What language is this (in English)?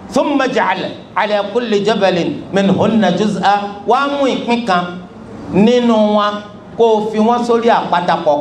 Yoruba